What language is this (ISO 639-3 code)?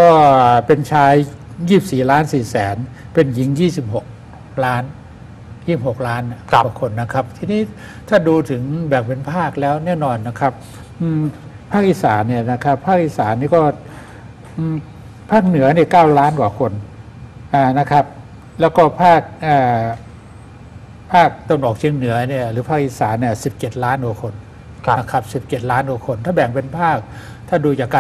tha